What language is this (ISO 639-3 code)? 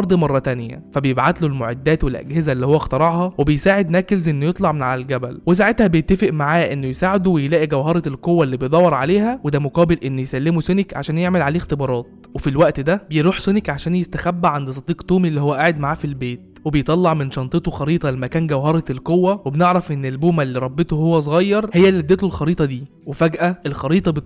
arz